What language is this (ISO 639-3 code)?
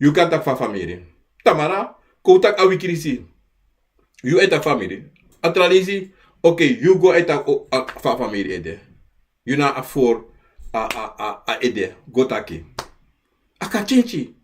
srn